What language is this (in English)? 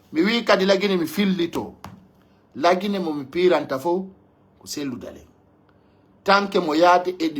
Pular